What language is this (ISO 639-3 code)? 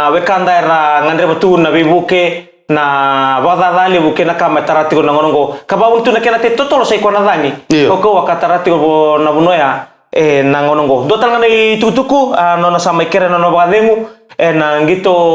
fij